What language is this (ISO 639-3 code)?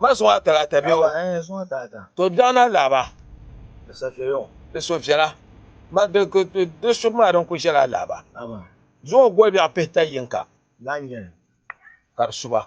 dag